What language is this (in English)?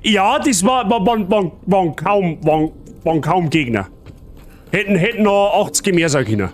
Bavarian